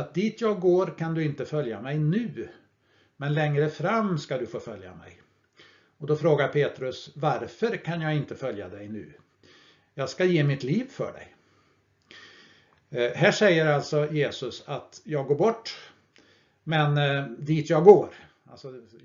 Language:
Swedish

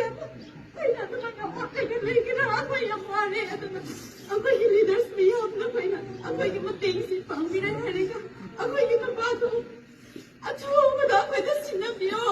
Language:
Manipuri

